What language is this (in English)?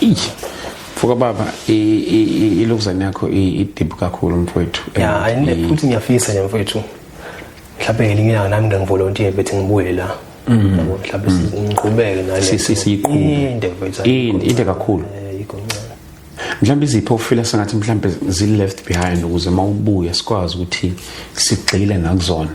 Zulu